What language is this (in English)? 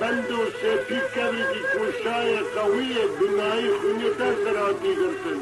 Kurdish